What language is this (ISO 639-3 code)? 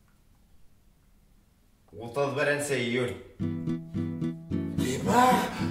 bak